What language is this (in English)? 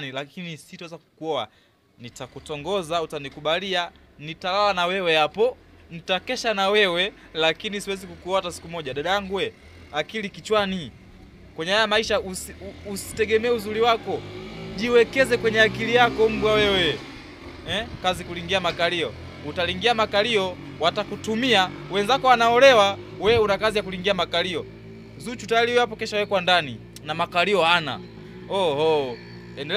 Swahili